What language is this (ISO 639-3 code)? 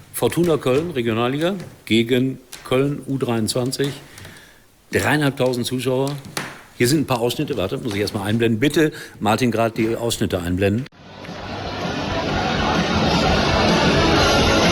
deu